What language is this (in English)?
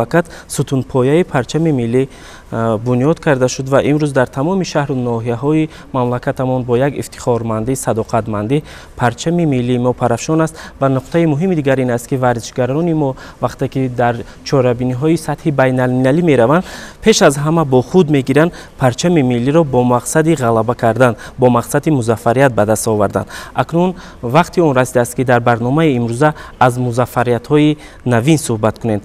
Tajik